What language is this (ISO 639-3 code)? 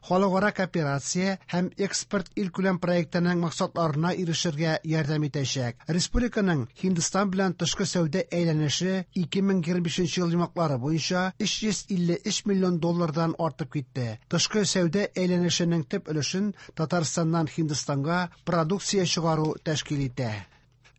tat